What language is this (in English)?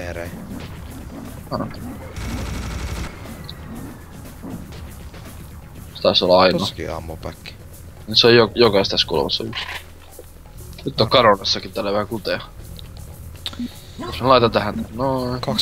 Finnish